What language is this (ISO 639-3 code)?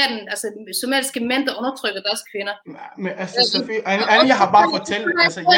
dan